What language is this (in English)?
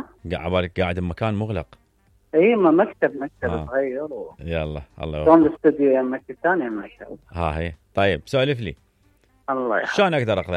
Mesopotamian Arabic